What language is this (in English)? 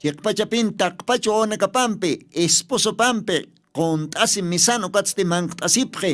Aymara